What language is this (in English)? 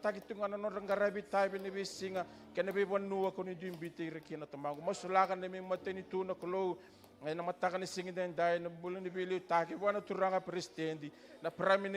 Fijian